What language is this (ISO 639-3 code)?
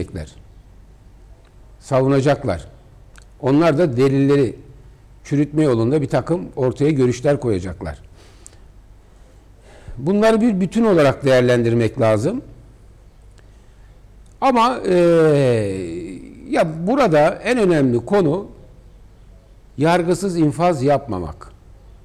tur